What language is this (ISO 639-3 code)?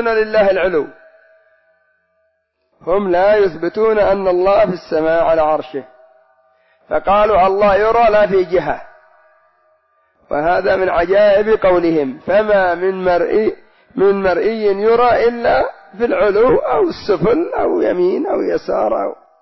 ara